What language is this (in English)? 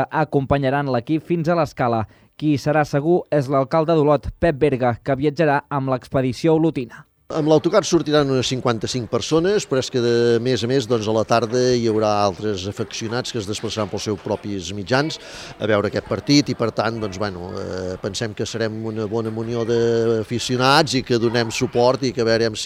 Catalan